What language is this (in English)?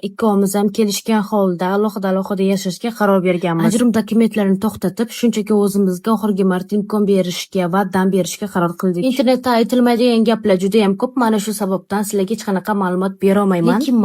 Uzbek